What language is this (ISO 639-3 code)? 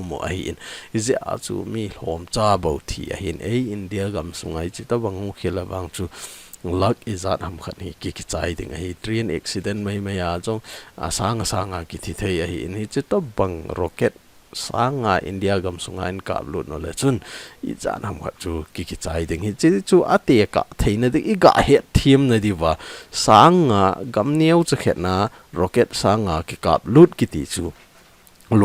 tcz